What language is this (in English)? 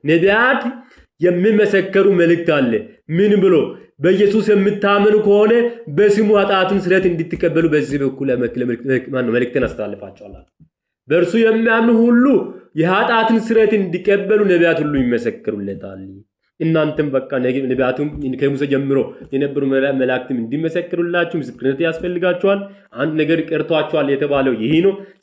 Amharic